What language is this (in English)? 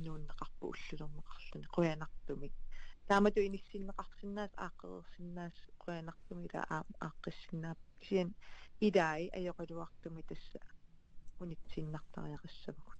Kalaallisut